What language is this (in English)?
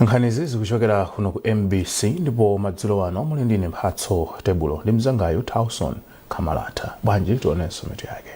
Nyanja